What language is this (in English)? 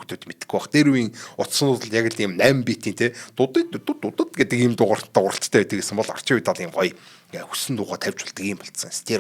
Mongolian